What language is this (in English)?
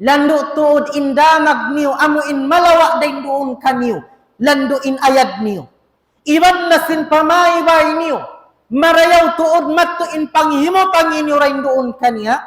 Tausug